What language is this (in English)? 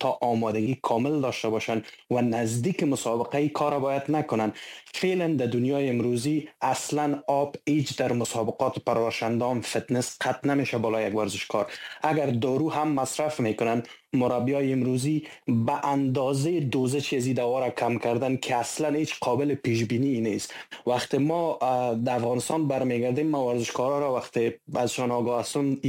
Persian